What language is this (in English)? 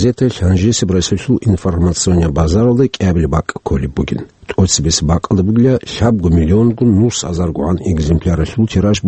Avaric